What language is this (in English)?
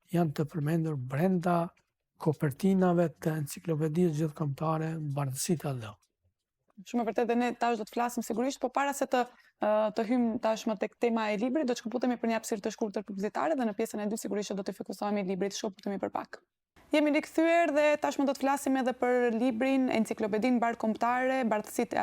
Albanian